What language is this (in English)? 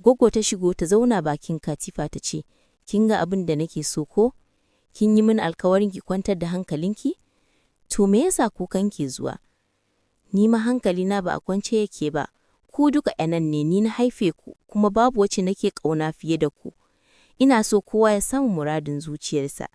Hausa